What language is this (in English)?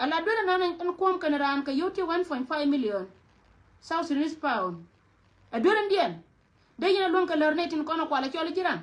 Nuer